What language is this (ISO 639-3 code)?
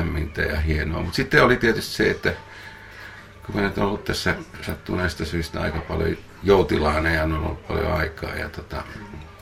fin